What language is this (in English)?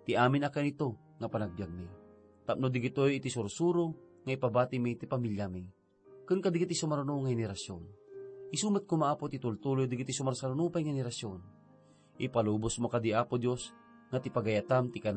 Iloko